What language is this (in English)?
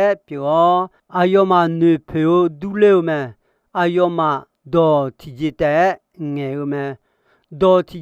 Akha